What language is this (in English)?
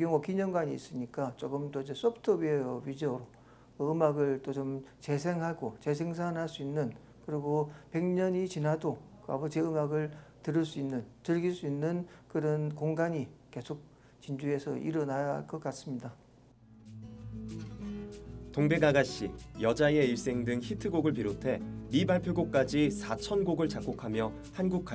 Korean